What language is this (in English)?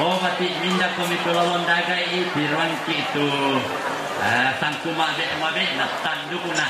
Toraja-Sa'dan